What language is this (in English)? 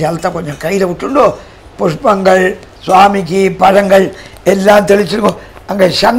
Tamil